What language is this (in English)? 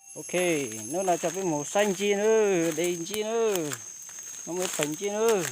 Hmong